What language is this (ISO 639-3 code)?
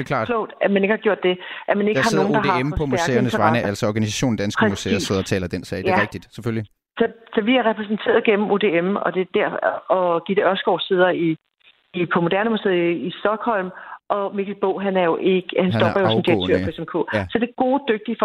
dan